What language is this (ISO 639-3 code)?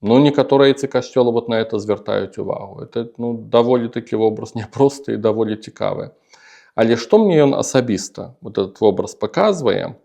bel